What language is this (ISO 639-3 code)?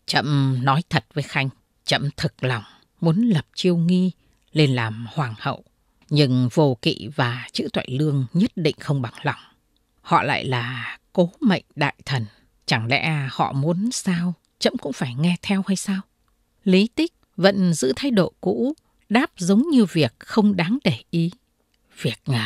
vie